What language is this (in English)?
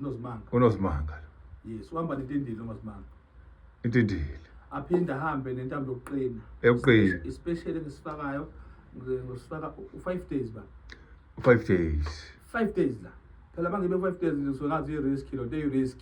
Zulu